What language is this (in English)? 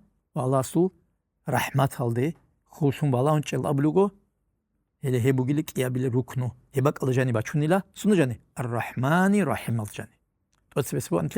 Avaric